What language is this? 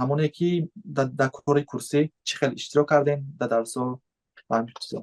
Tajik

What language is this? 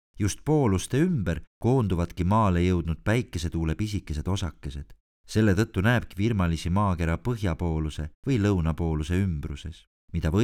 Estonian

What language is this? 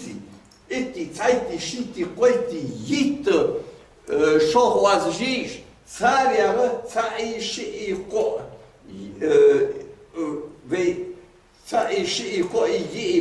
Ingush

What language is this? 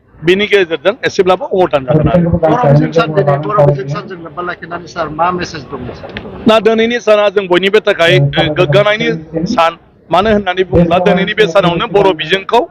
Bodo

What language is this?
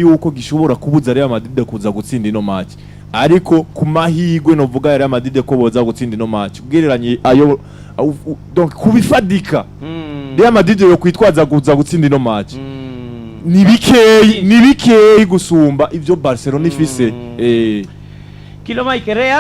Rundi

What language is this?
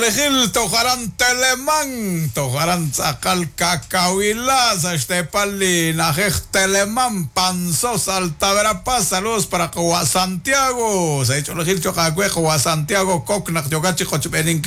Kekchí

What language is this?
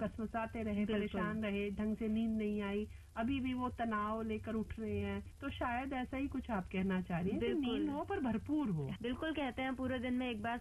Hindi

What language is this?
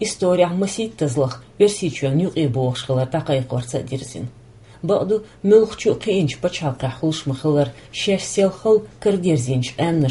Chechen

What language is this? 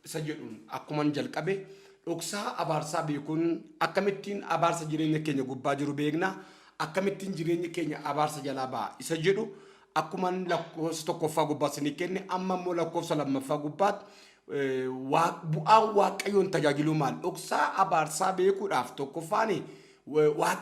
Oromo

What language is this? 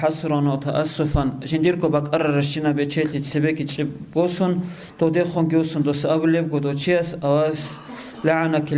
Avaric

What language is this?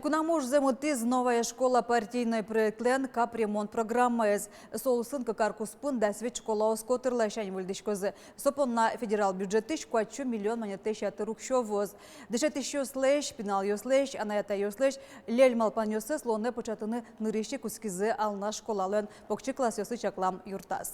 Udmurt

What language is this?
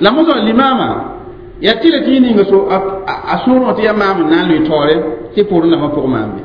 Mossi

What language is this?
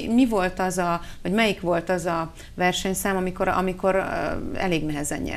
Hungarian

